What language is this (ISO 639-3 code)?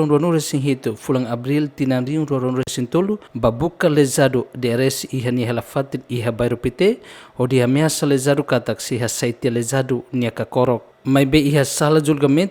tet